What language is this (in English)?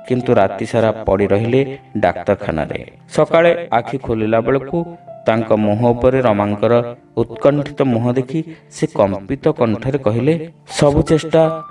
Odia